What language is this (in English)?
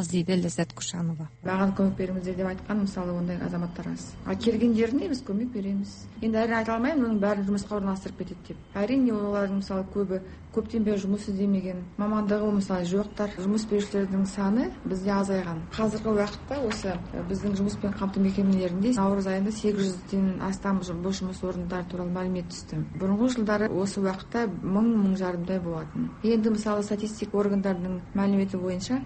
Kazakh